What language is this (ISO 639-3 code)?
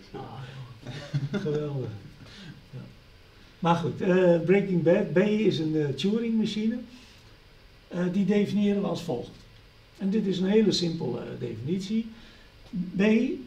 nld